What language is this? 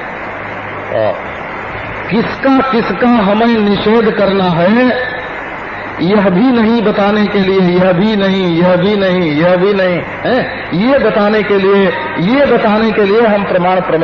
Hindi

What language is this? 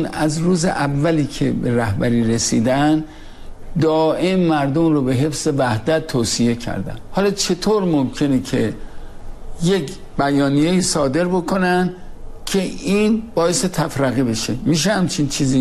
Persian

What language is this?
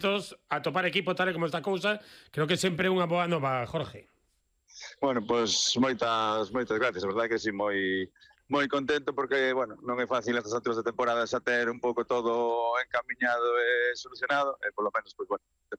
Galician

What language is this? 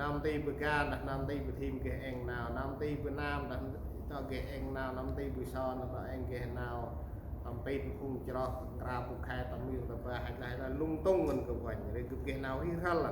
Central Mnong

